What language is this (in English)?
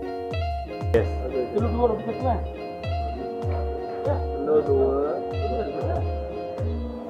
Malay